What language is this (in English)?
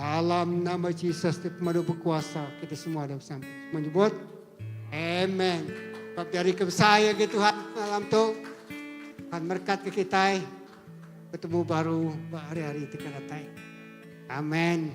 Iban